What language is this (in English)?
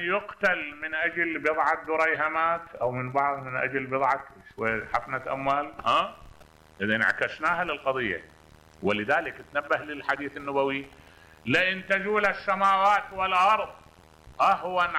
Mesopotamian Arabic